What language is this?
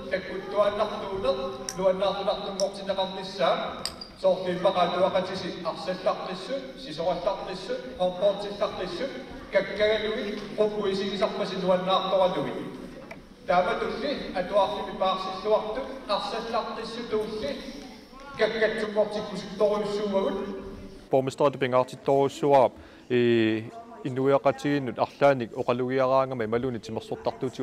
Kalaallisut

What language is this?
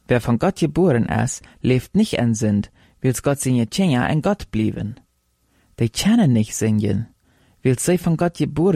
Plautdietsch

